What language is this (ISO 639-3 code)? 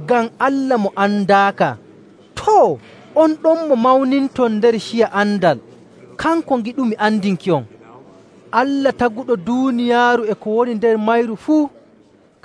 fuv